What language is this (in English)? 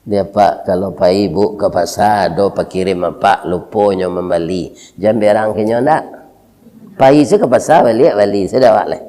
Minangkabau